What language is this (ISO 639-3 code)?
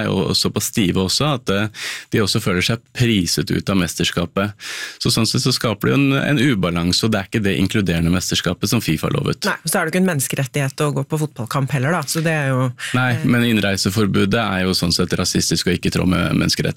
nor